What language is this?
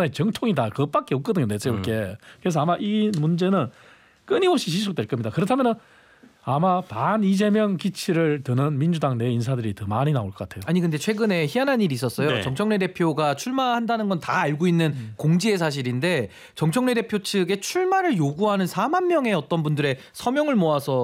Korean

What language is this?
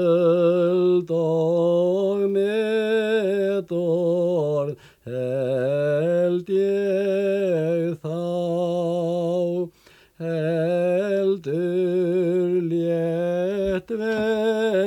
Icelandic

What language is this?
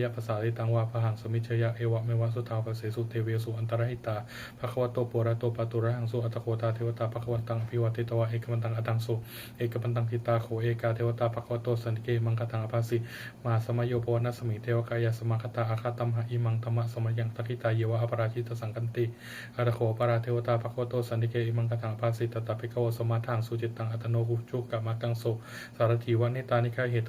Pali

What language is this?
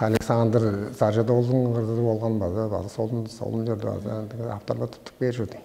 Tuvinian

